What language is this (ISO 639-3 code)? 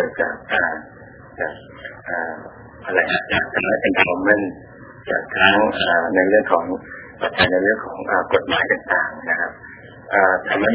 tha